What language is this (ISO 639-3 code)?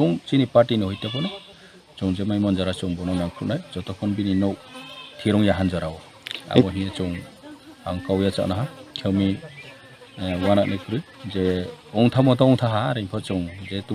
trp